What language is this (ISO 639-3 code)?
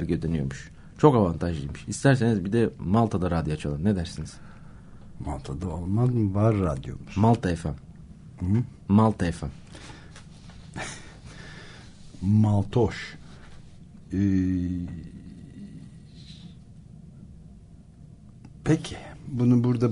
tur